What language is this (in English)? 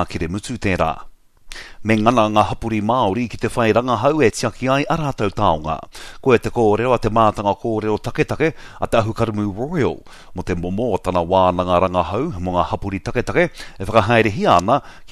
Māori